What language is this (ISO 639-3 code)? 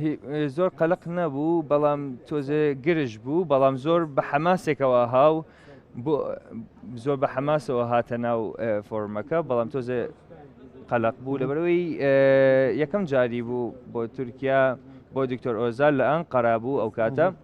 ckb